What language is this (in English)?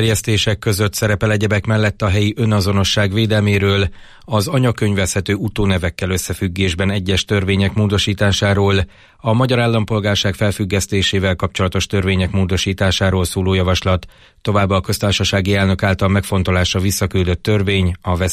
Hungarian